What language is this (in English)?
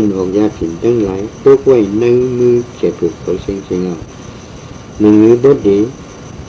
Shan